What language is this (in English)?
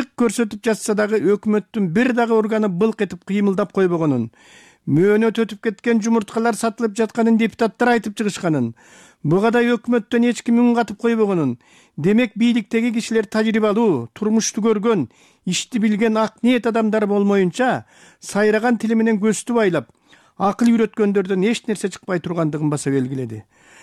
Kyrgyz